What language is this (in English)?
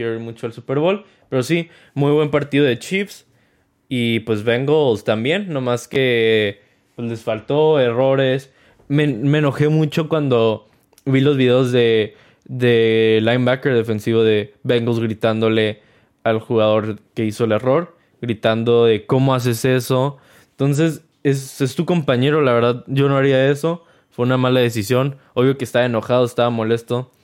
Spanish